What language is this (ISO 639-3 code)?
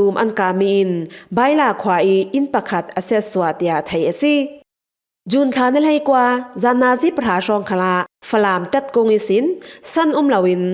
cfm